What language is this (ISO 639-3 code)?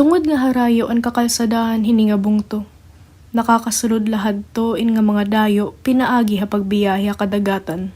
war